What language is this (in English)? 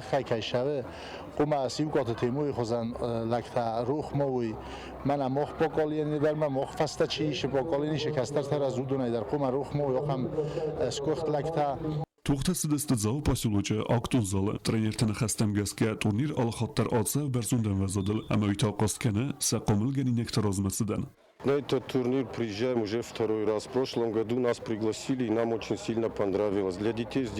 Ossetic